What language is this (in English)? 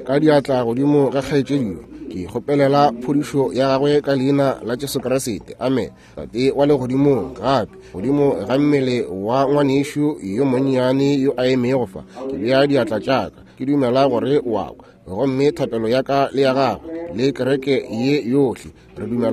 Northern Sotho